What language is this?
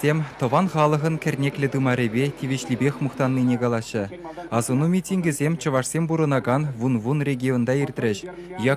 Chuvash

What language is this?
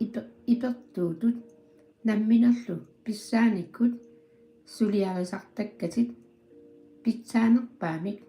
Kalaallisut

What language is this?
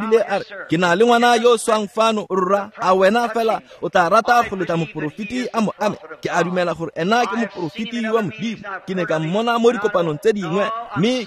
Tswana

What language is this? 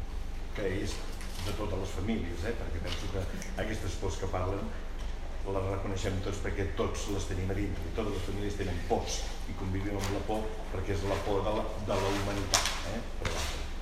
Catalan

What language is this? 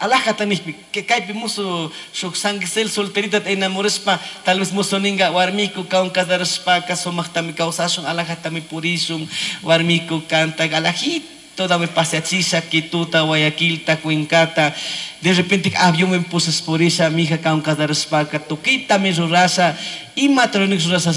Chimborazo Highland Quichua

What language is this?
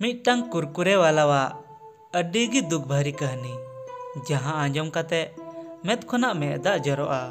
Santali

